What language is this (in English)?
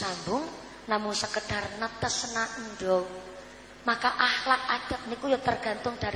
Javanese